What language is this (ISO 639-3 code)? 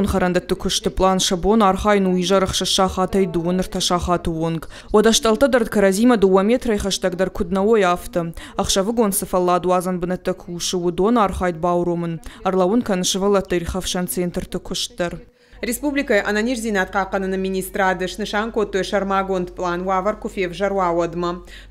oss